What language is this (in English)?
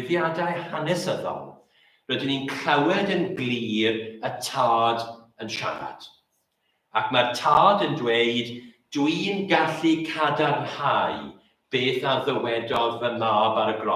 Welsh